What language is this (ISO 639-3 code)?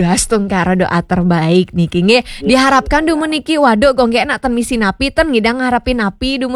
ban